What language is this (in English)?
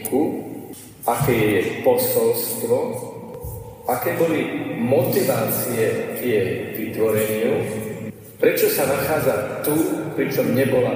Slovak